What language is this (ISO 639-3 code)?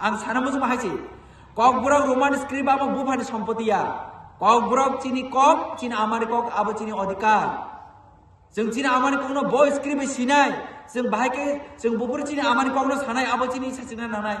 trp